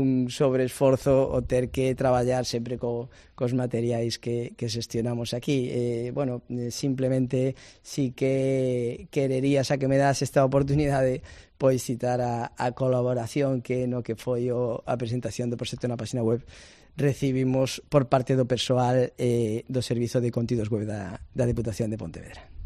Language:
Galician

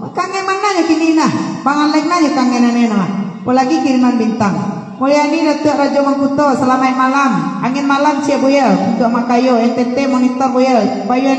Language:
Minangkabau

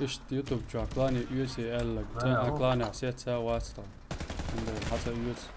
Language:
Chechen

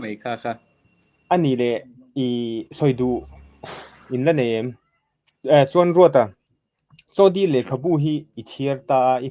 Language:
Mizo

